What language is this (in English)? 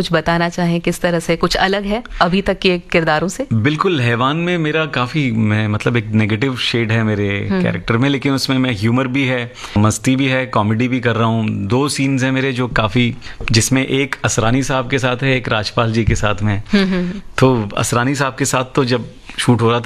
Hindi